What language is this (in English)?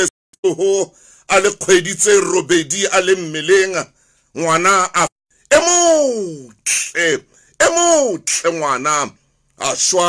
Southern Sotho